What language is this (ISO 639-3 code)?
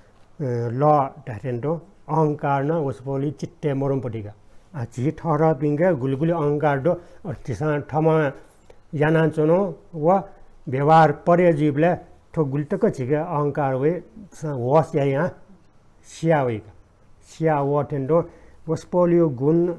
new